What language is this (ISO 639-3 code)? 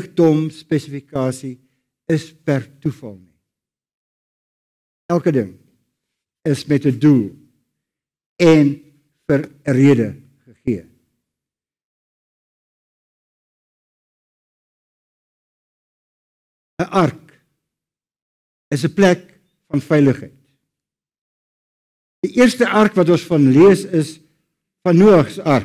afr